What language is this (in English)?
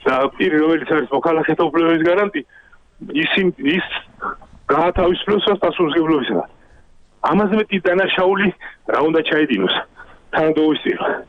Georgian